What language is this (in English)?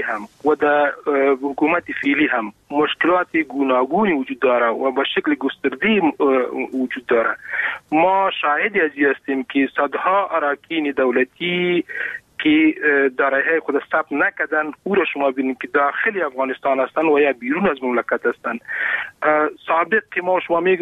Persian